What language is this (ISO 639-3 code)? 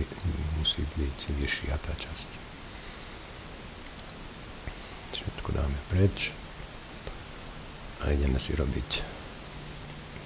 slk